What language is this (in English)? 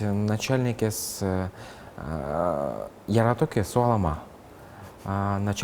Udmurt